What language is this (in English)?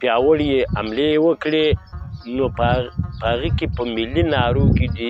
Pashto